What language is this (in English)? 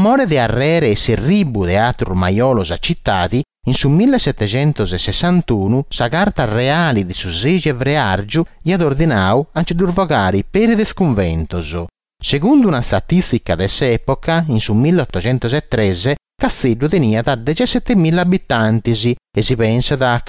Sardinian